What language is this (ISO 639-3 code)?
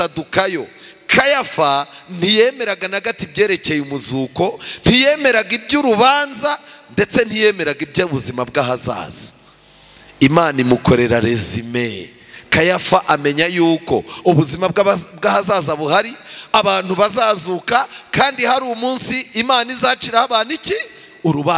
kin